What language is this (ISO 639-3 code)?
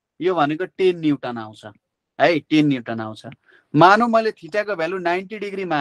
nep